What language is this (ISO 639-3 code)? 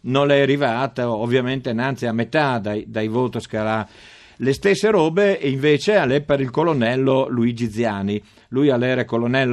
fur